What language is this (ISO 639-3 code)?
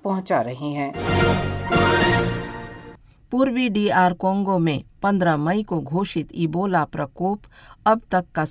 hin